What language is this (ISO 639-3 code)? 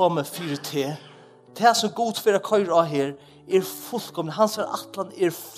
fao